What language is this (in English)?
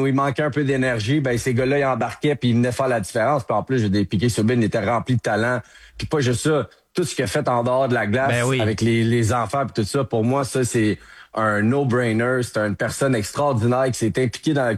French